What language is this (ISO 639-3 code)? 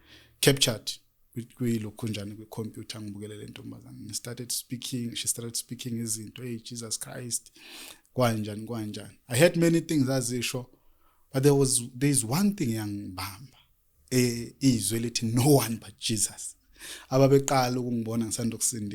zul